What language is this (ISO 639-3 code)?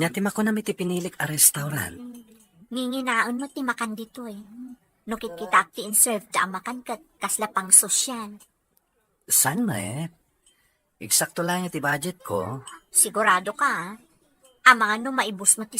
ilo